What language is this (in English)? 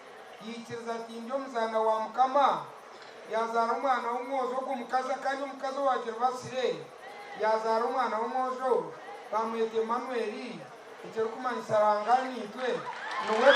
Nyankole